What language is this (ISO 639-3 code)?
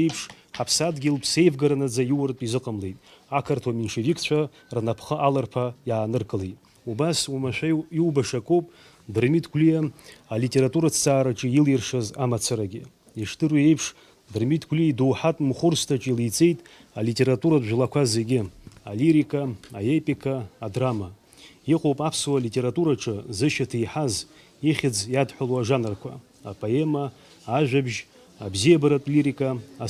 abk